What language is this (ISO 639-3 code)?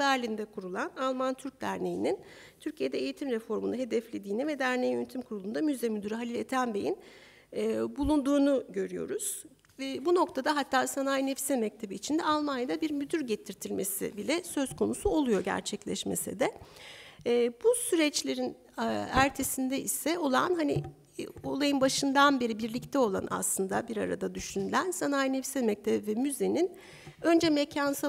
tur